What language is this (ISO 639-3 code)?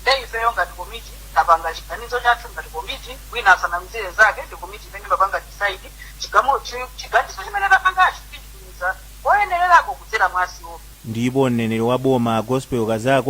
nya